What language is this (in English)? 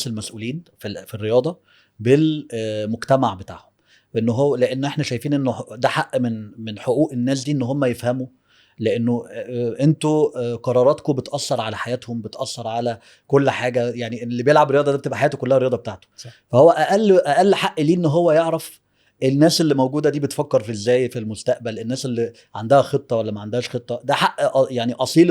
Egyptian Arabic